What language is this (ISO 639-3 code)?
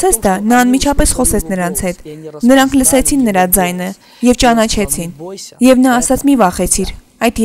hye